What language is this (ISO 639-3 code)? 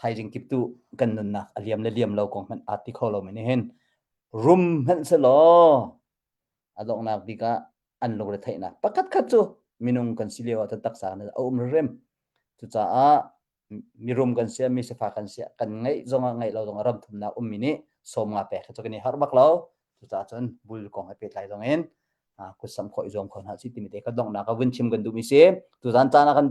cnh